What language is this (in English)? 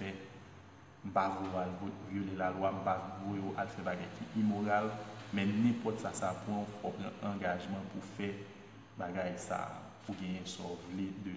Haitian Creole